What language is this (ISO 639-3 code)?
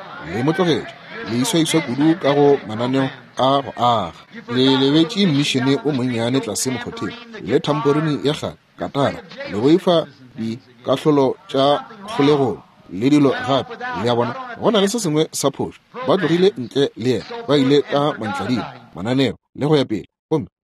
nso